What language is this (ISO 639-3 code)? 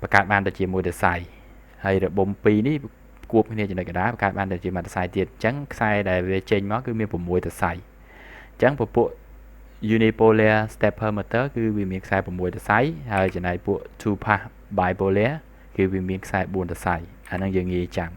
khm